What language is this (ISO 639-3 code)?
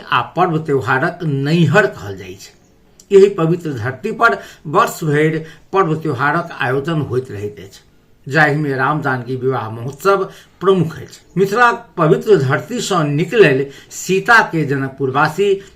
mai